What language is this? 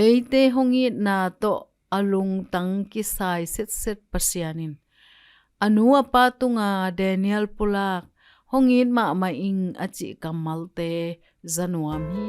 Tedim Chin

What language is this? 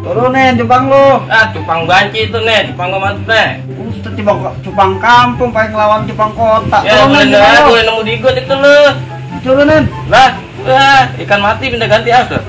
Betawi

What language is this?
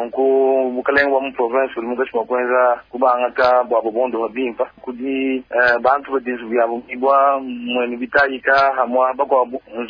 Luba-Lulua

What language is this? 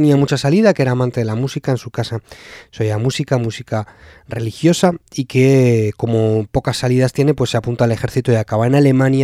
Spanish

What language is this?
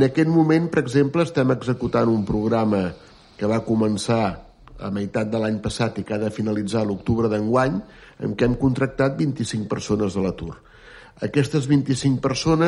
Catalan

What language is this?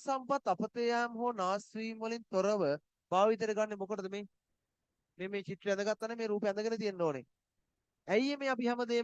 Sinhala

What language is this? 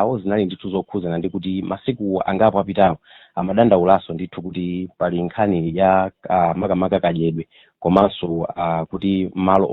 Nyanja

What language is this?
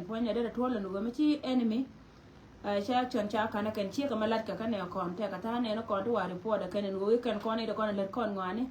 Nuer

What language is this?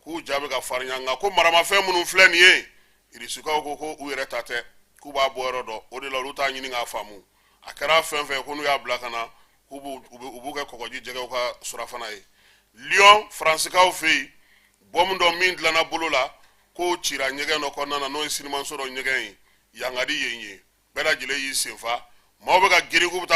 Bambara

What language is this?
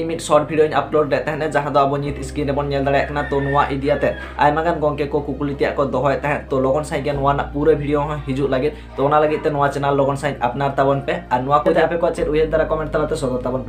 Santali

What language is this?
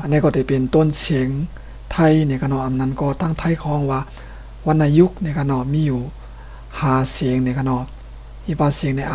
Shan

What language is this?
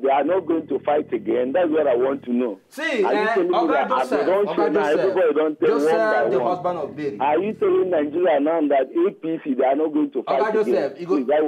Nigerian Pidgin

